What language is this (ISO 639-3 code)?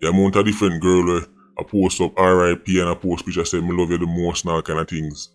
jam